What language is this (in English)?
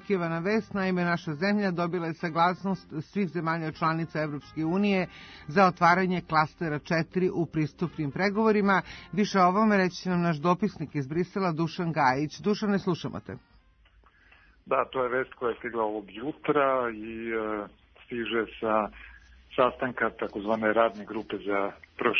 Serbian